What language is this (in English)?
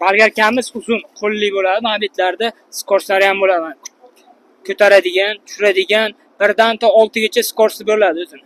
Uzbek